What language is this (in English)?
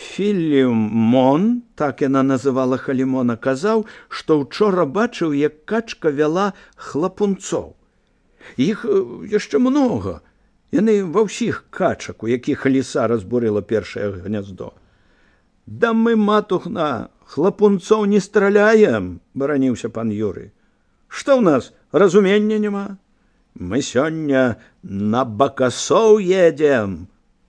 Belarusian